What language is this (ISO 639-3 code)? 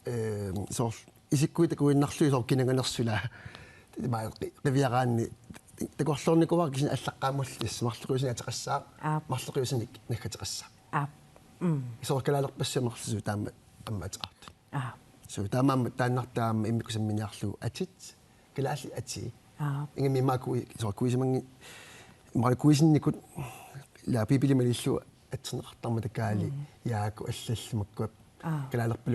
kal